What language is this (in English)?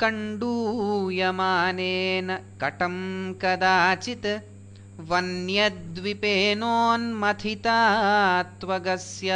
Sanskrit